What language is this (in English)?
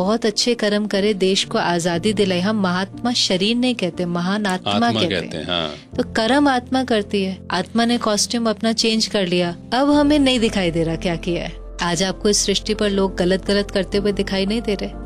Hindi